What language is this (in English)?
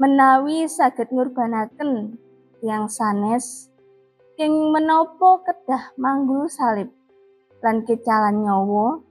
Javanese